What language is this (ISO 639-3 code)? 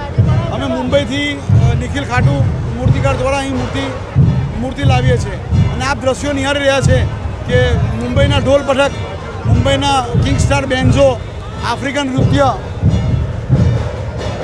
guj